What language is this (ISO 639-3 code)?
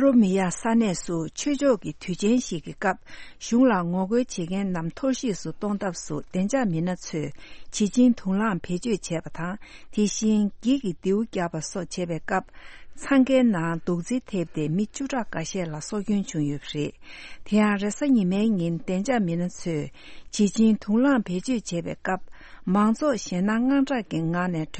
bod